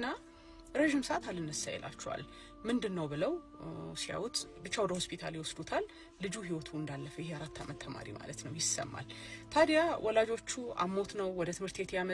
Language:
Amharic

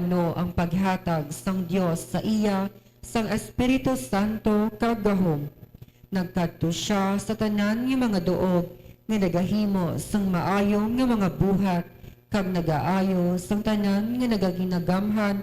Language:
Hiligaynon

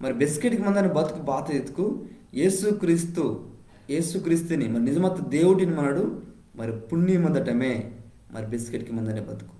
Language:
Koya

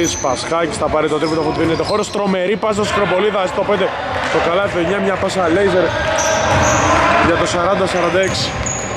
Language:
Greek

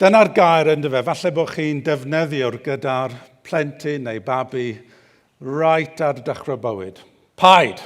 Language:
Welsh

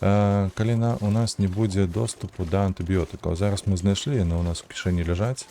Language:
Belarusian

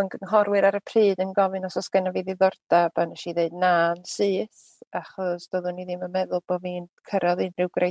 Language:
Welsh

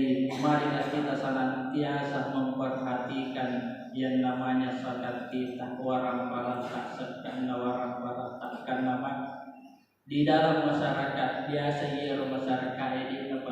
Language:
Buginese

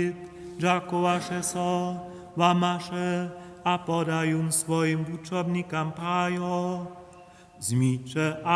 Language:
Upper Sorbian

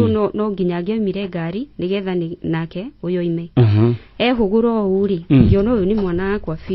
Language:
Kikuyu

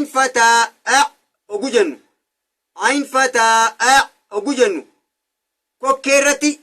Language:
Oromo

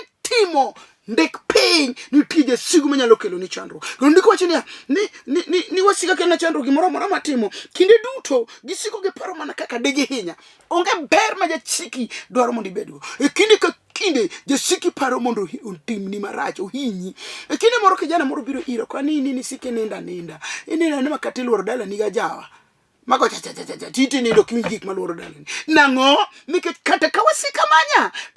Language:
Luo (Kenya and Tanzania)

